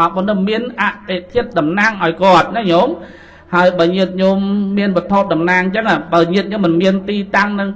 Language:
Khmer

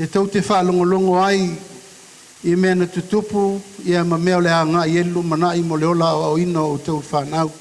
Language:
Samoan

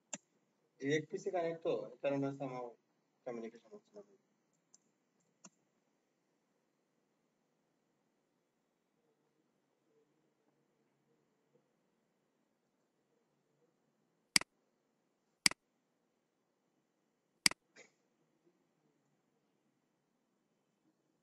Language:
Bangla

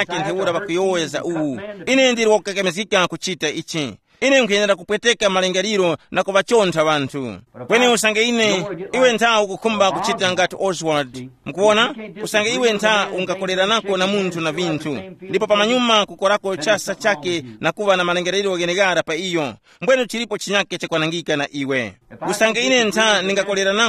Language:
Tumbuka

